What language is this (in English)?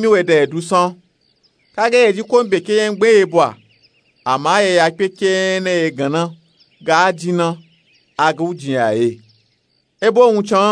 Nupe-Nupe-Tako